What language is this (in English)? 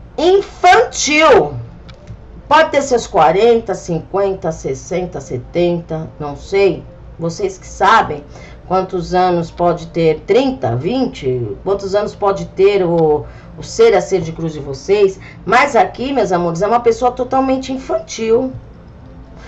Portuguese